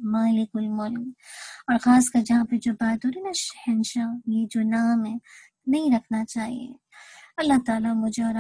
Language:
Urdu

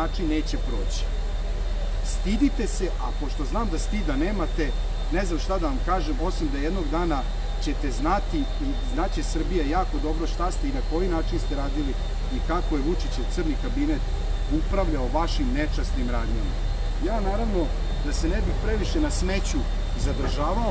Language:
Serbian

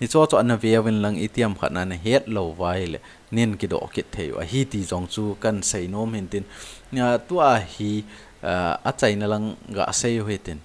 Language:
Thado Chin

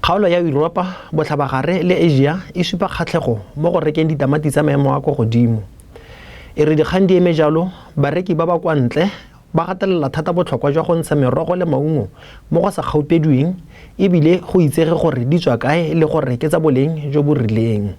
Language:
Tswana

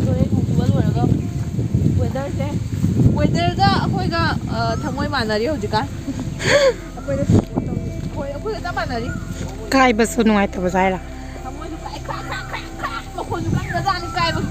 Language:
Manipuri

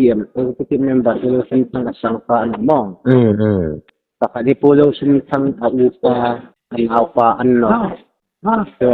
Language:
Hmar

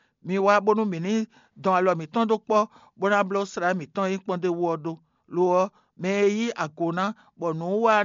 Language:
Fon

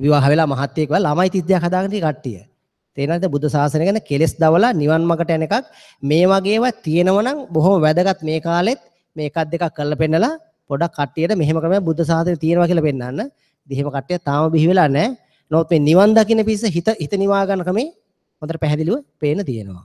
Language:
Sinhala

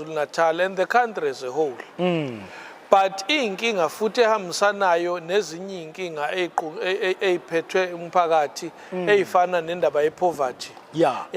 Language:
Zulu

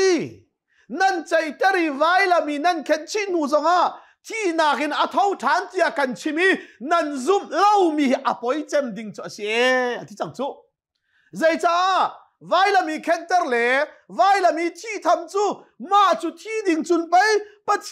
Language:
Hakha Chin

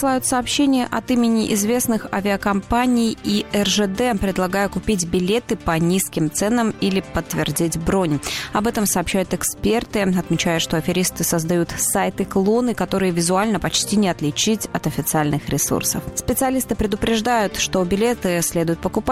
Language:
Russian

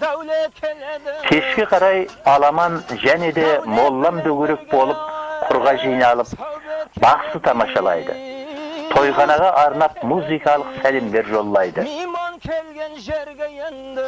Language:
Kara-Kalpak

